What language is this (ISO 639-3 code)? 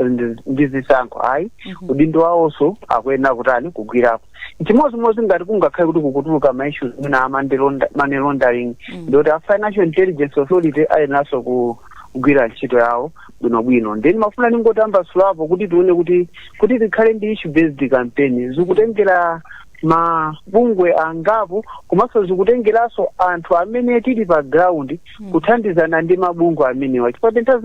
nya